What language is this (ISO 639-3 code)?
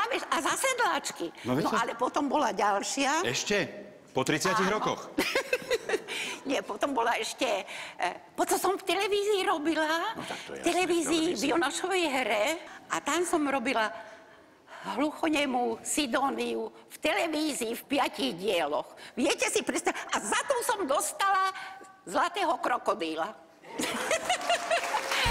slk